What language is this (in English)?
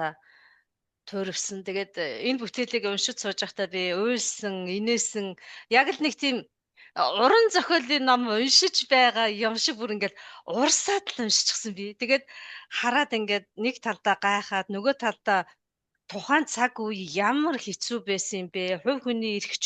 Mongolian